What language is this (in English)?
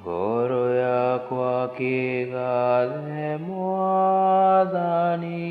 Kikuyu